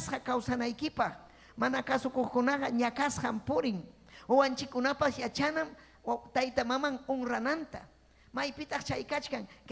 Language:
Ayacucho Quechua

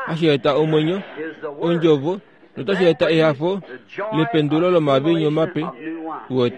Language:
Kuanyama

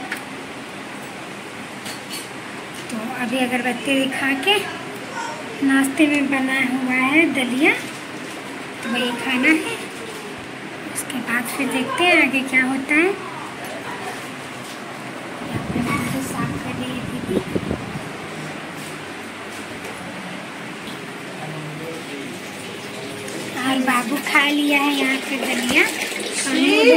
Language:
Hindi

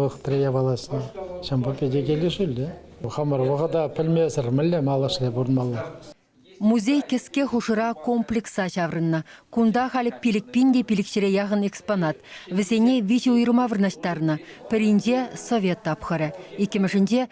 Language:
Chuvash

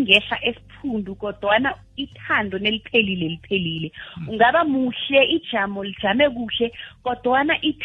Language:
South Ndebele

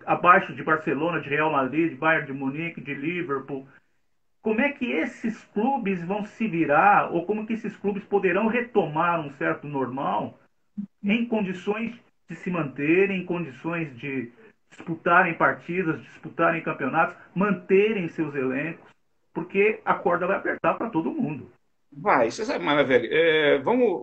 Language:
Portuguese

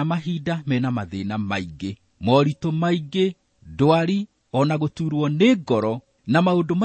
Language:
Kikuyu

